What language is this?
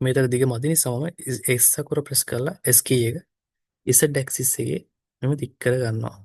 Sinhala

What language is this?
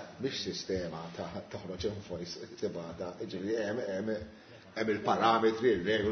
Maltese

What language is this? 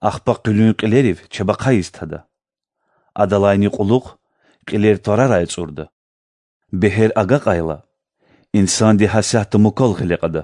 Lezghian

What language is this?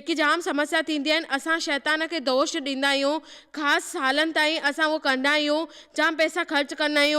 Sindhi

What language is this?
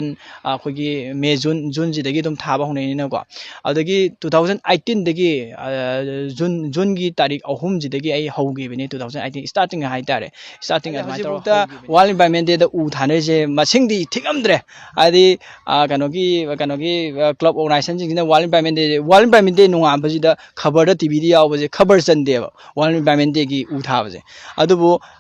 Manipuri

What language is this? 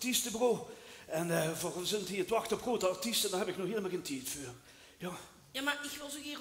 Limburgish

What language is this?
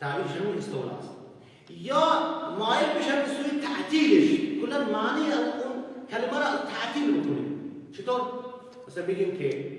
Persian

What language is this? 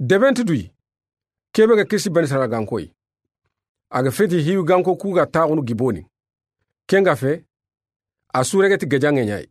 Soninke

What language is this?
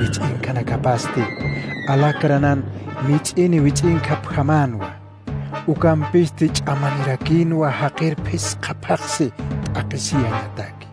Aymara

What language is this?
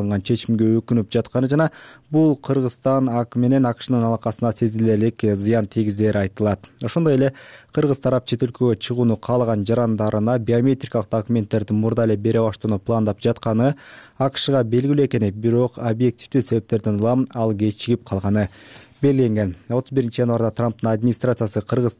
Kyrgyz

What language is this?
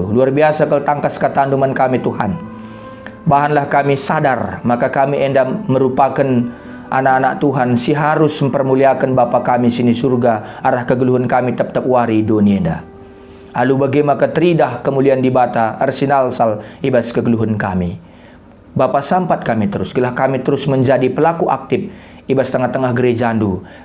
Batak Karo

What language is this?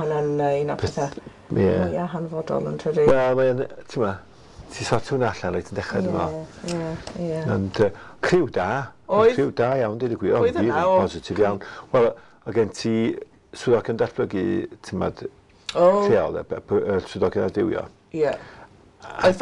Welsh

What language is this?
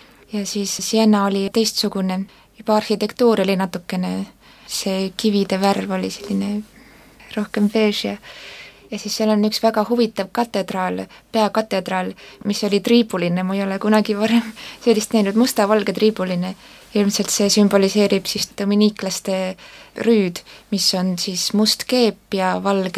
Estonian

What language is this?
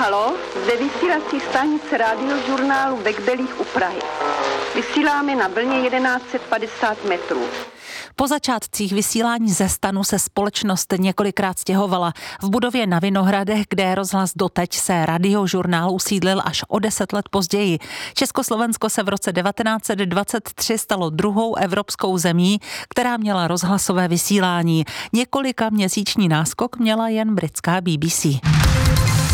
Czech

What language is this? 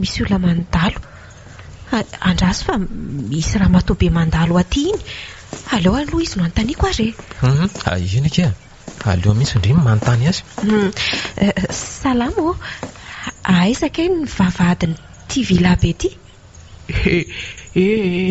Malagasy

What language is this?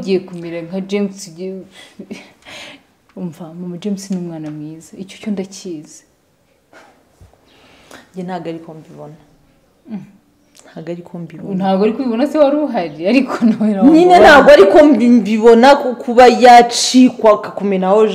Kinyarwanda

